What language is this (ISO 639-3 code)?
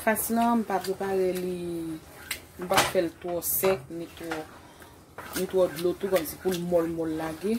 hat